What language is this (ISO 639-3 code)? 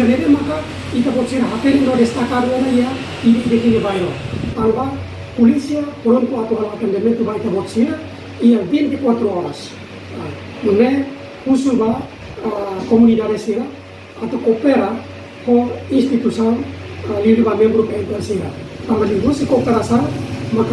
tet